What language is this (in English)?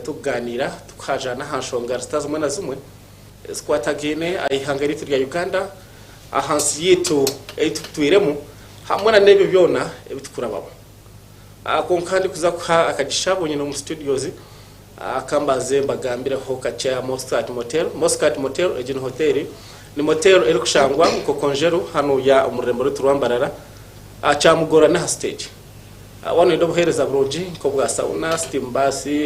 Nyankole